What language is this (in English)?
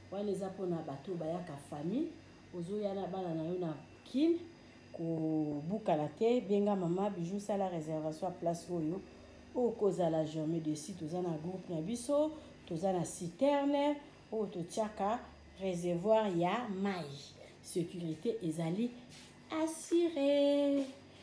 Lingala